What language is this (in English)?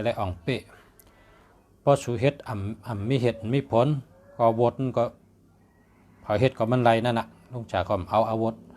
Shan